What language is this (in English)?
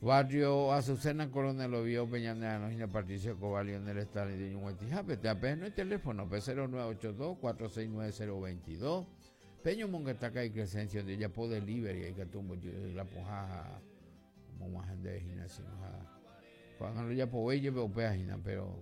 Guarani